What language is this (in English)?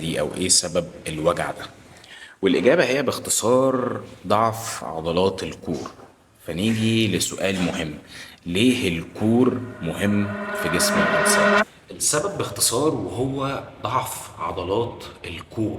Egyptian Arabic